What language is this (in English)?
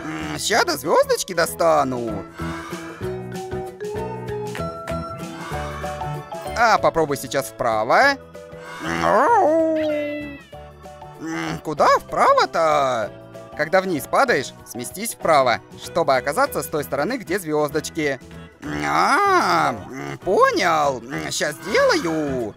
Russian